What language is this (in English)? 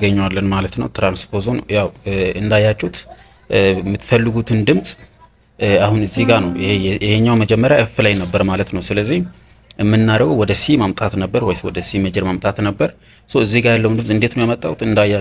Amharic